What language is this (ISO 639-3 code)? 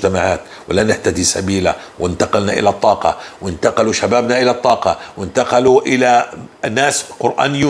apc